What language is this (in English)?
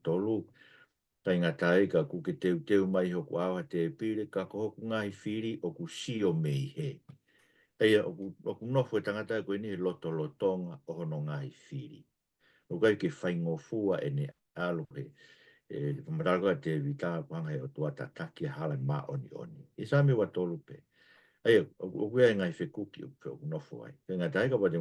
Tongan